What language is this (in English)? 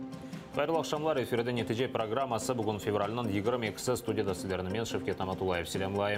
Crimean Tatar